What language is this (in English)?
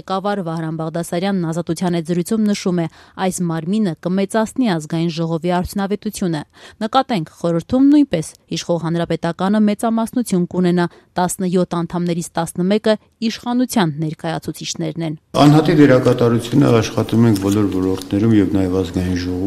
Armenian